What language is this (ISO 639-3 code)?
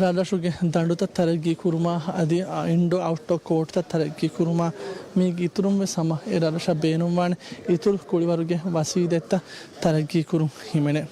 div